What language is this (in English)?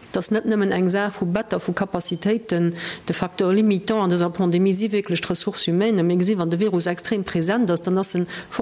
Luxembourgish